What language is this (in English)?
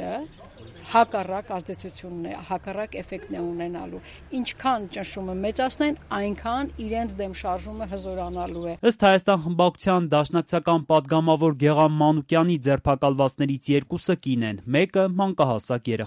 Armenian